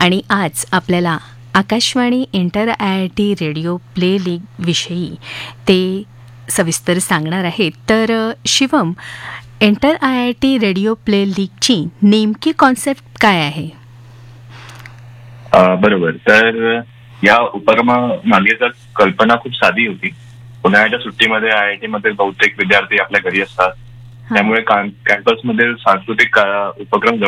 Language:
Marathi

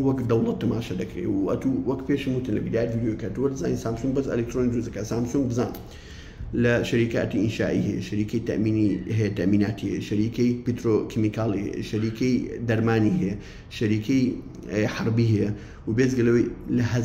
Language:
Central Kurdish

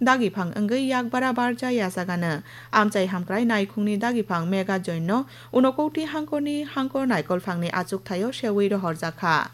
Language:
Kok Borok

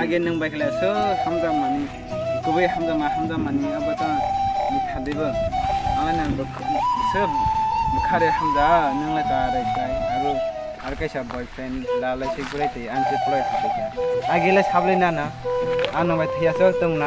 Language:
Kok Borok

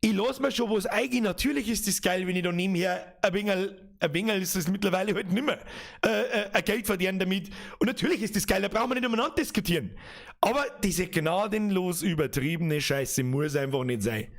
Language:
Bavarian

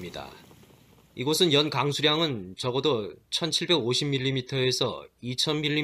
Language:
Korean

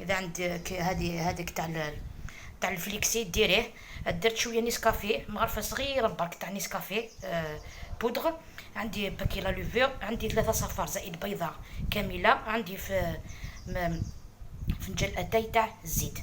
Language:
Algerian Arabic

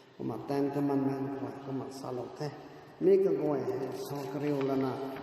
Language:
Rongmei Naga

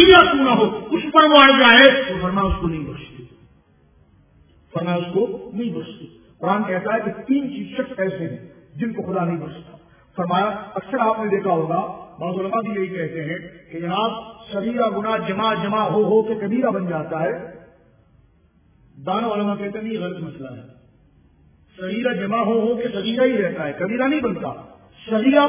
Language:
Urdu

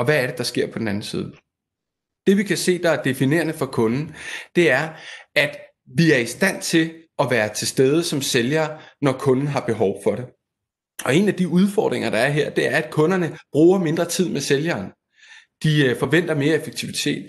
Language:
Danish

